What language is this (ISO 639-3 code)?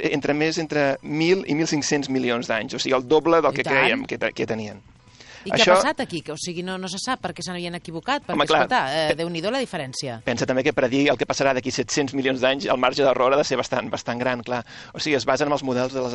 cat